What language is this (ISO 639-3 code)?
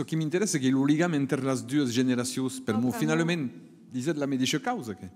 oci